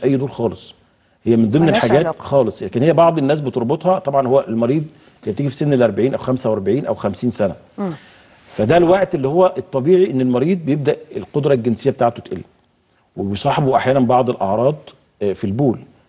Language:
Egyptian Arabic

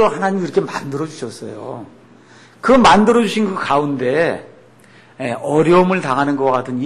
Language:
Korean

